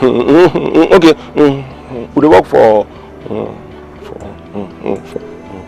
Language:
Nigerian Pidgin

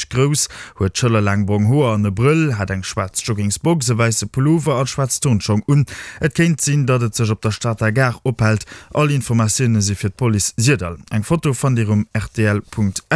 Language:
Luxembourgish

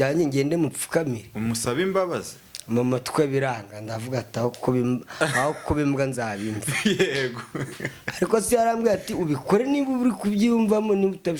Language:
Kinyarwanda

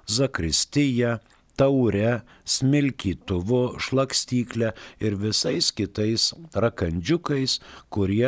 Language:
Lithuanian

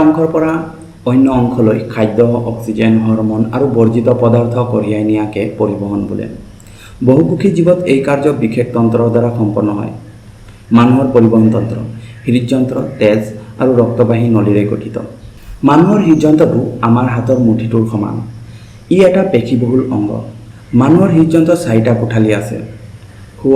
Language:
Assamese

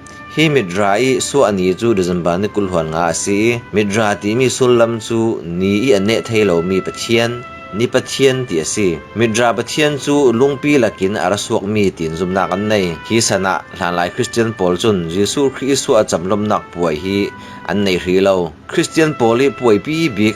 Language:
Falam Chin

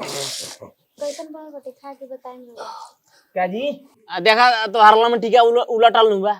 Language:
Bhojpuri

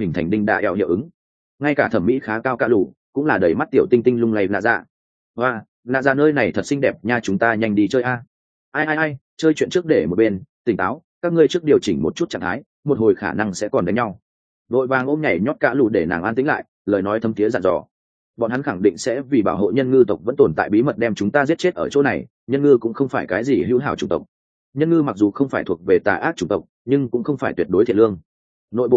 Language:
Vietnamese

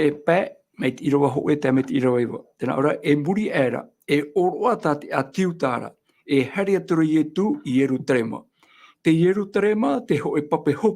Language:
Tahitian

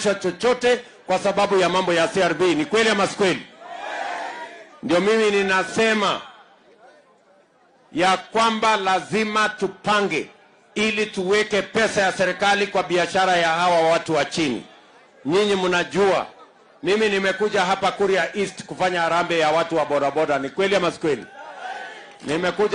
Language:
Swahili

